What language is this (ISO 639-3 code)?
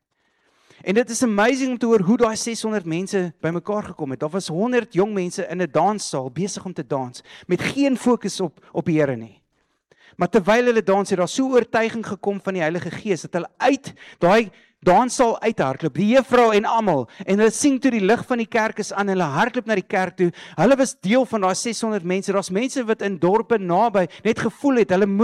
afr